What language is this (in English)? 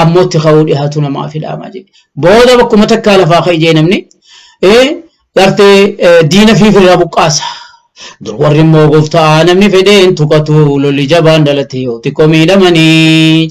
Oromo